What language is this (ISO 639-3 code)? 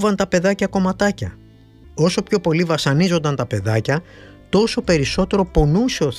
ell